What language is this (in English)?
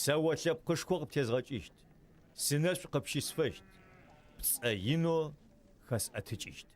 Adyghe